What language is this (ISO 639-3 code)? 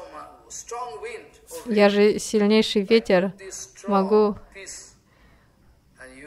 rus